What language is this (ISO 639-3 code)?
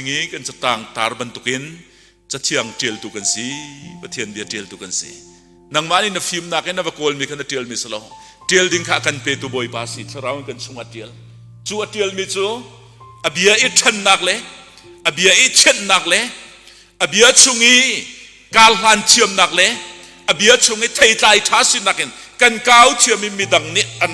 cnh